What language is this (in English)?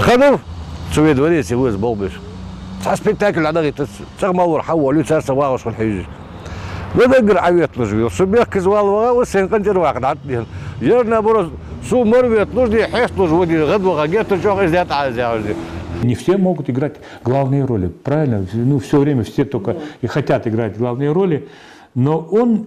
Ingush